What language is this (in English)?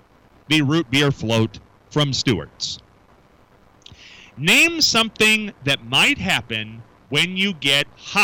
English